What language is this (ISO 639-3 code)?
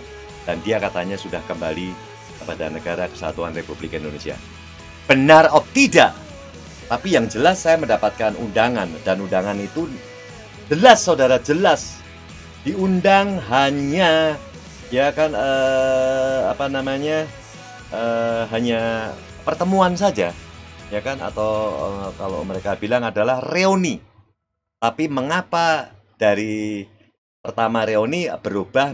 ind